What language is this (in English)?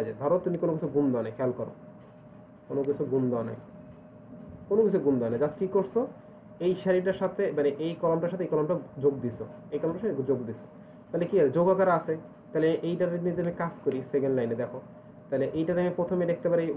Bangla